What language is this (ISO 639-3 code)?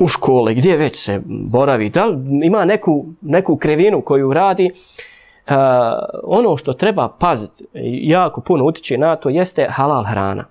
bos